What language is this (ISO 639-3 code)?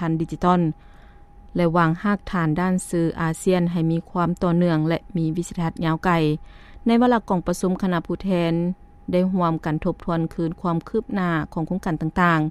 lao